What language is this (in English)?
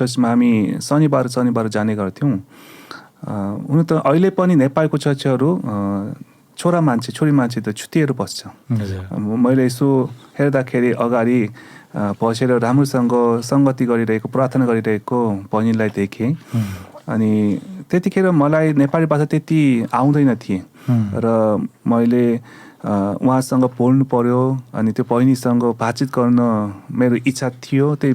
Nepali